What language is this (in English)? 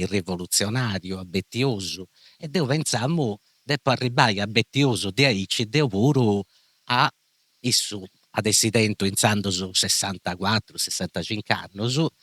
Sardinian